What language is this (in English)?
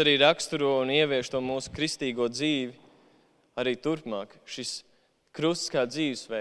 Latvian